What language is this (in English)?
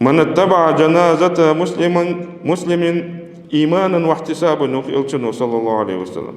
Ingush